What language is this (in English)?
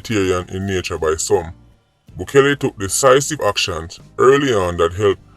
Jamaican Creole English